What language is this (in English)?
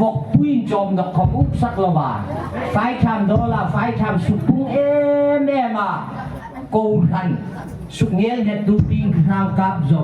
Hmar